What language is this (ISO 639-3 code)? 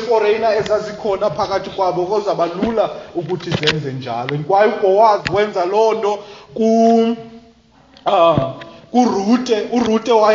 xho